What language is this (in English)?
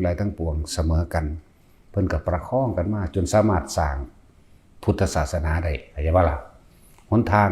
Northeastern Thai